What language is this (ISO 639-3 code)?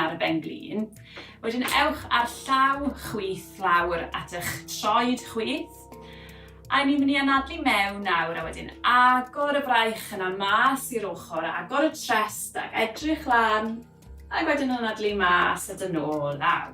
cym